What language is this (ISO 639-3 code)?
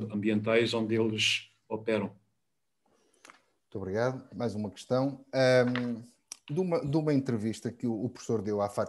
por